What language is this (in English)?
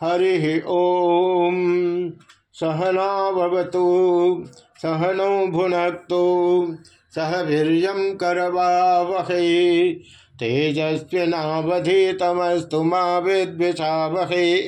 Sanskrit